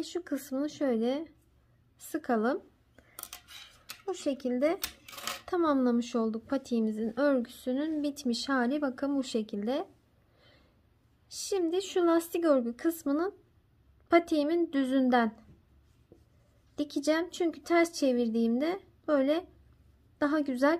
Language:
Turkish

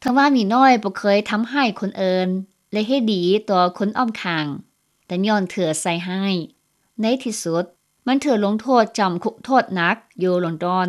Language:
Lao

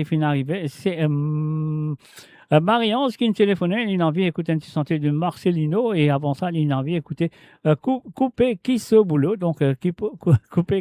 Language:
Morisyen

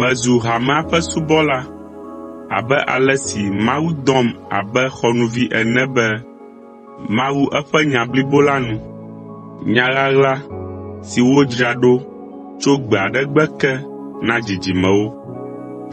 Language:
Ewe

